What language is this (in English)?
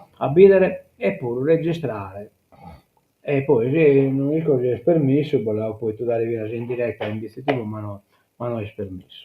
Sardinian